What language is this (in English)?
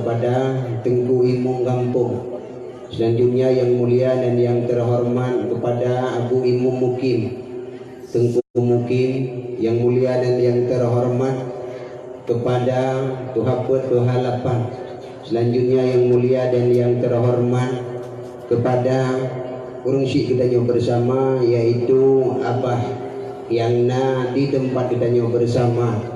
Achinese